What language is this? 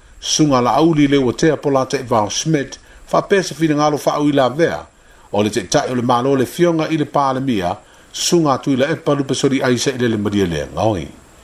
Samoan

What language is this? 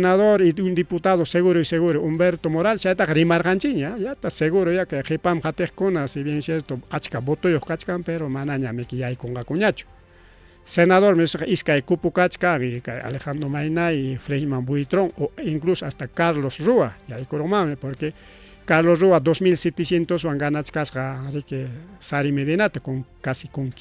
Ayacucho Quechua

